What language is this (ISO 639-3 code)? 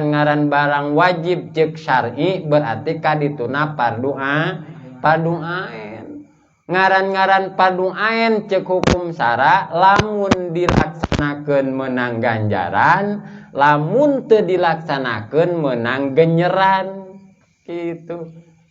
sun